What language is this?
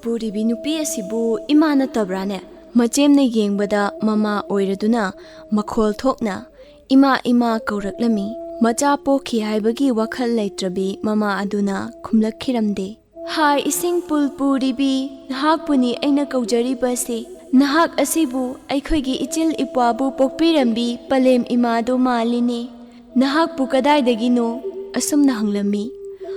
Manipuri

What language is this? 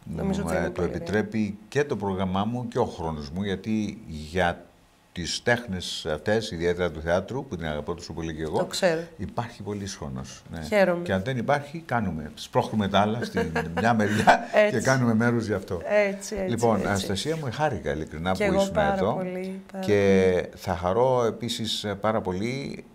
Greek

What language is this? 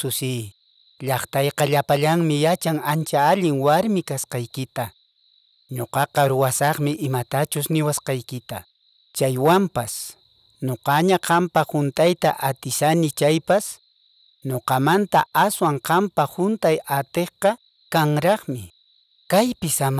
Quechua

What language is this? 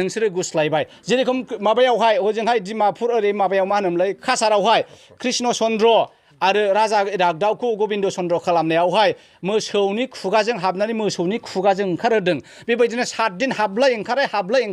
Bodo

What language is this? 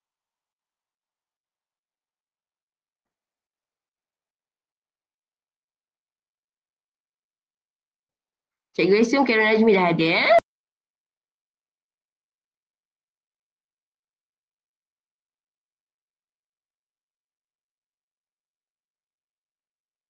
Malay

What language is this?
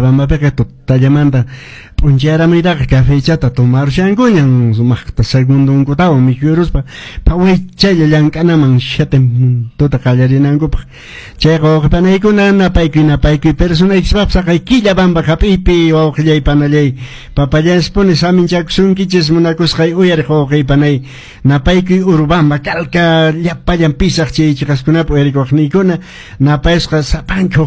Quechua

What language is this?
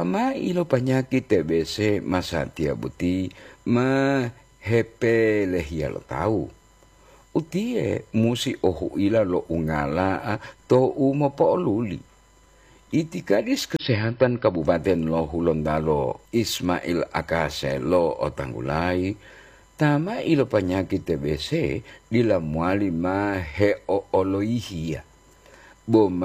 Gorontalo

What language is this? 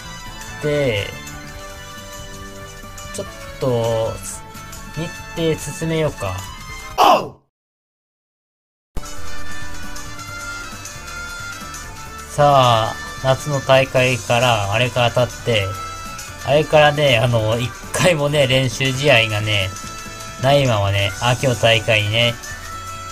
Japanese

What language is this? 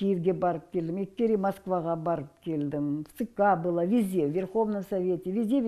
Crimean Tatar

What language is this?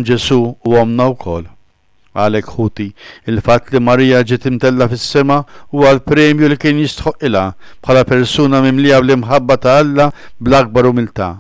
Maltese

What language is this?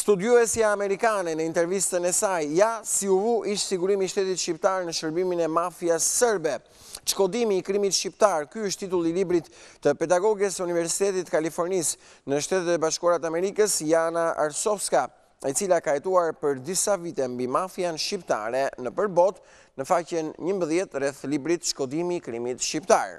Albanian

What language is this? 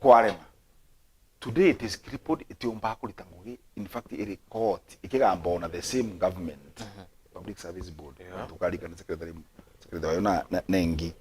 Meru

